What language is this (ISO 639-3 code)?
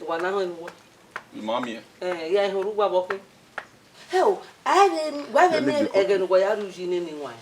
bin